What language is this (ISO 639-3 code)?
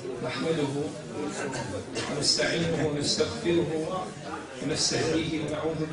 bos